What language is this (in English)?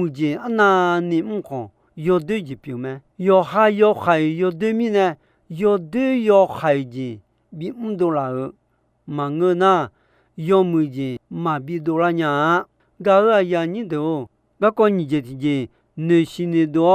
Akha